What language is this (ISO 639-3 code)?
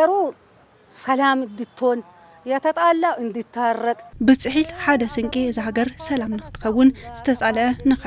tir